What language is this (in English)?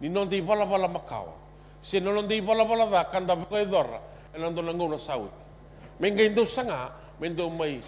Fijian